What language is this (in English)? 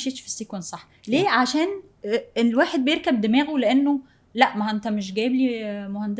Egyptian Arabic